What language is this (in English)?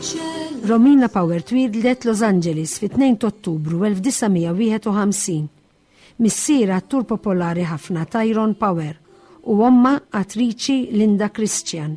Maltese